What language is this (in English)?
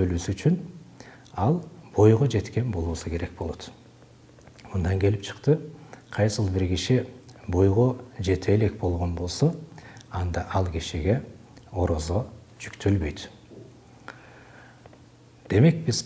Kyrgyz